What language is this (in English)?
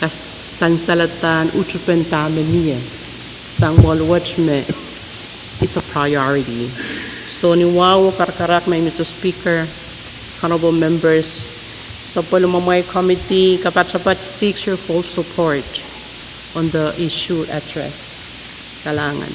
Pohnpeian